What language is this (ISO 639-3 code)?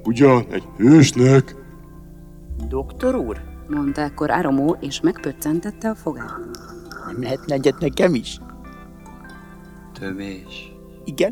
hun